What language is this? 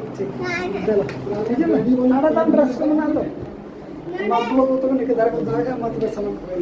Santali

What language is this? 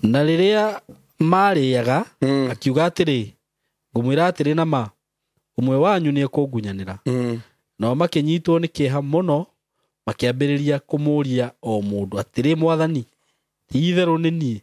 Kikuyu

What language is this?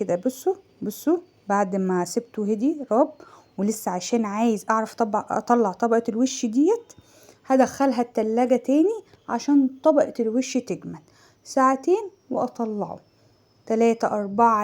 Egyptian Arabic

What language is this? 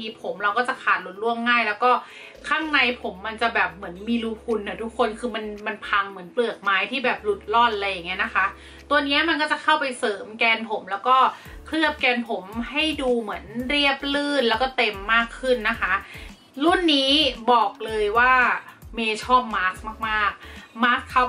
Thai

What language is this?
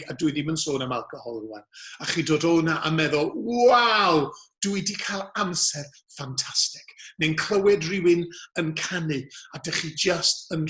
Welsh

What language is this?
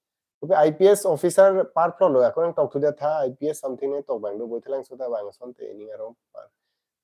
Karbi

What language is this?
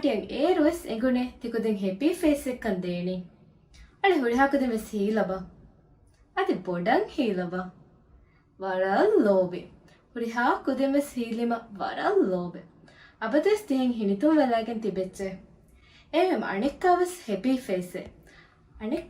Divehi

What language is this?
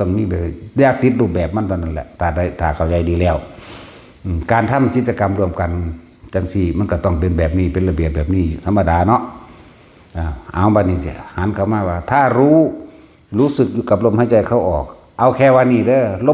Northeastern Thai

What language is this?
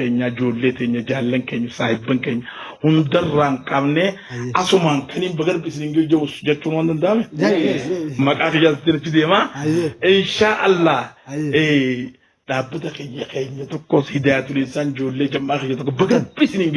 Oromo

